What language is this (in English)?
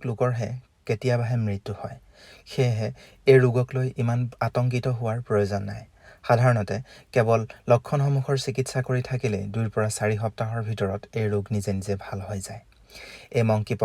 Assamese